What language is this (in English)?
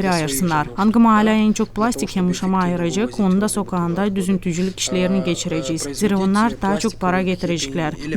Gagauz